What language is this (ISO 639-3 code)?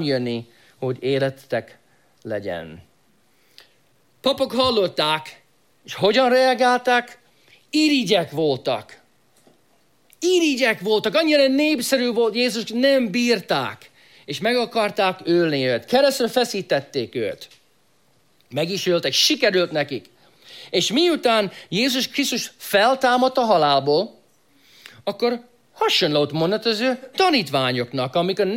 hun